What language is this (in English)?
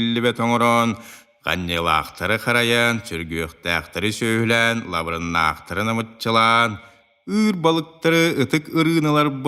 Yakut